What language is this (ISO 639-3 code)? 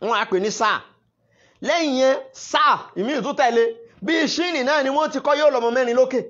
yor